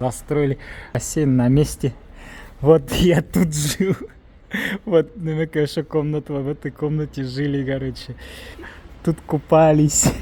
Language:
Bashkir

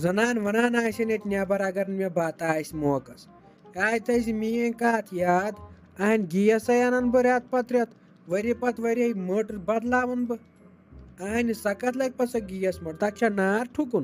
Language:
Kashmiri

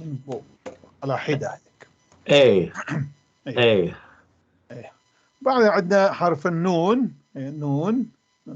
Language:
North Levantine Arabic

